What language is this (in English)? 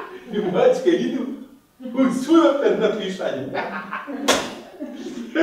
Croatian